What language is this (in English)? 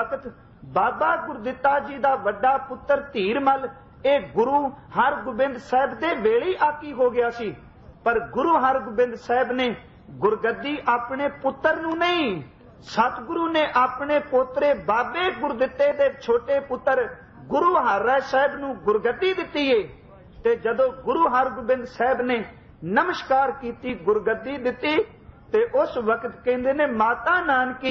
Punjabi